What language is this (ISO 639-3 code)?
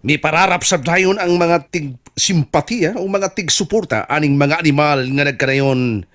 ceb